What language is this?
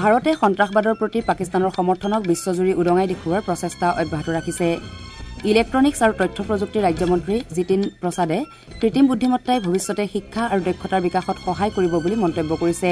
Assamese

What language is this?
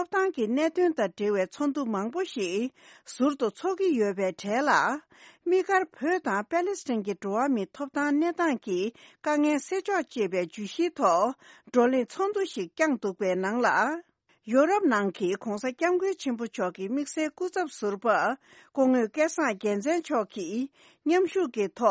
Tibetan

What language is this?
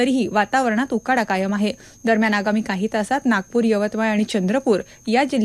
Marathi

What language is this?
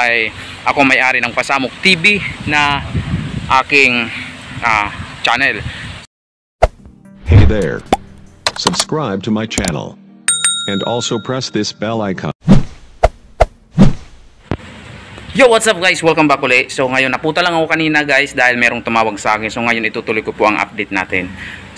Filipino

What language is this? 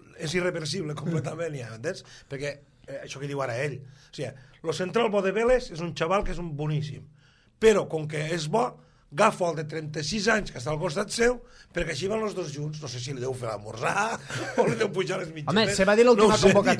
Catalan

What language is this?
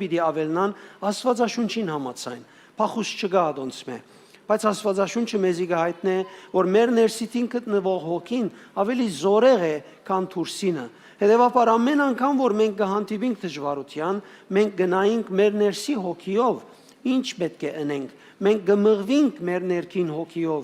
Western Armenian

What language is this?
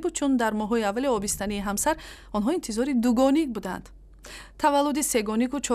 Tajik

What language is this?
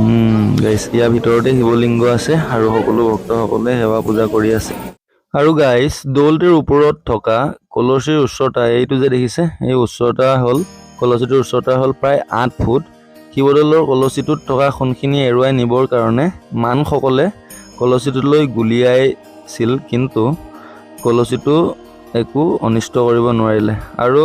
Assamese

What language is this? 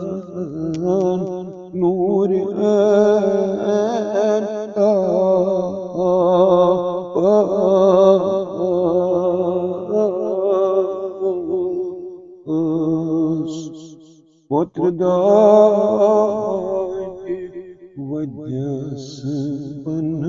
Kashmiri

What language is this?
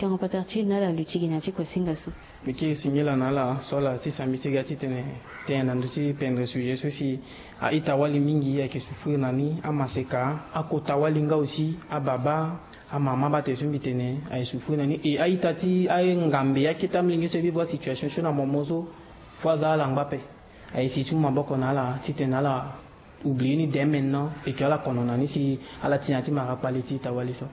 Sango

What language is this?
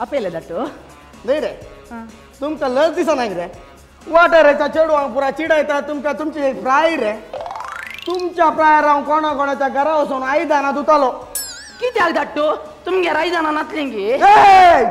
Konkani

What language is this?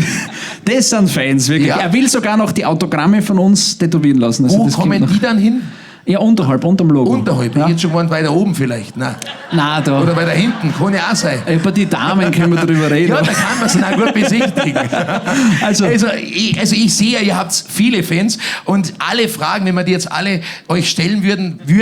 Bavarian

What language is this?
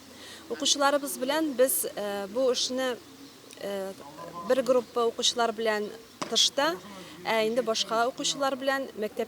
Tatar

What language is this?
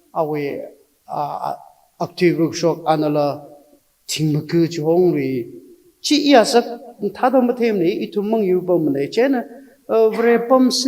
Tangkhul Naga (India)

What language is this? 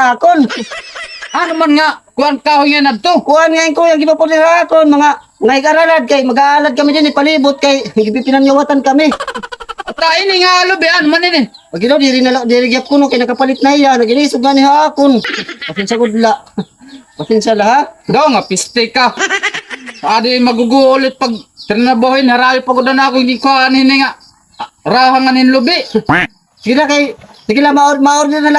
Waray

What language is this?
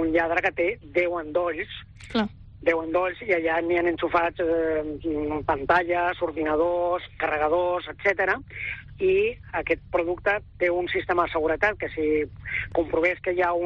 Catalan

